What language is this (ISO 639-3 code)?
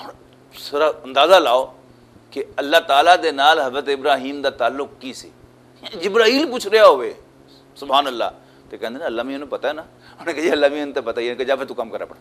lah